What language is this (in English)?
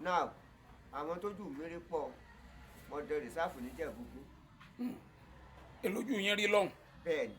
Yoruba